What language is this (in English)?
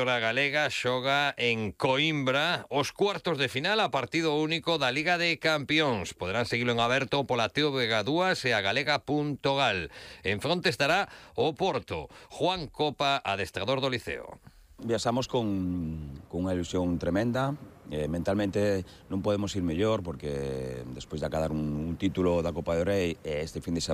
Galician